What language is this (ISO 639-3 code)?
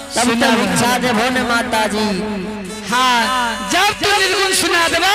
anp